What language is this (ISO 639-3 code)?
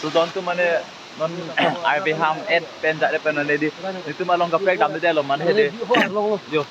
mjw